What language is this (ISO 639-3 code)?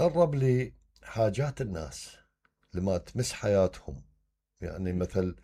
acm